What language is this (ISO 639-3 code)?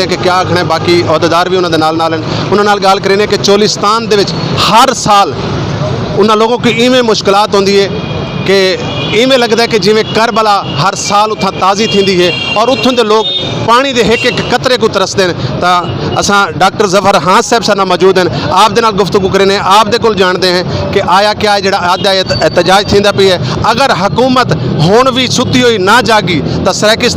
skr